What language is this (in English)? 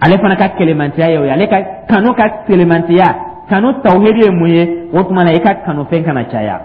Dyula